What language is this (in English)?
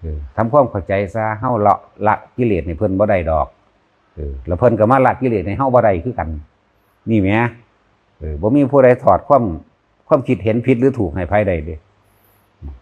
Northeastern Thai